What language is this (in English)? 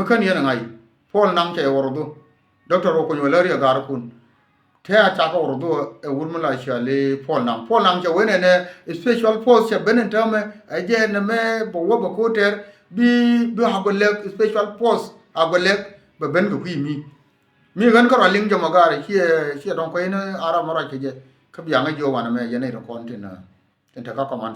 Nuer